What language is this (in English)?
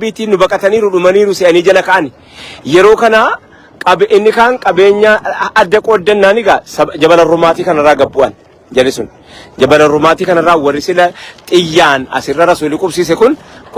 Oromo